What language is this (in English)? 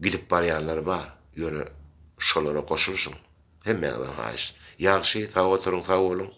Turkmen